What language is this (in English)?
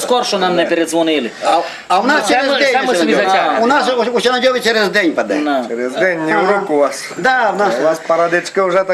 Rusyn